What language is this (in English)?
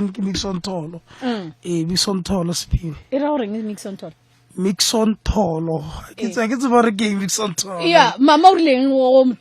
Northern Sotho